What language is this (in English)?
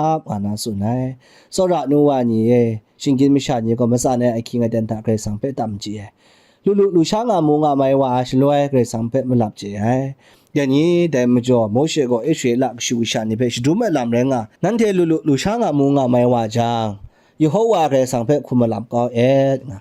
Kachin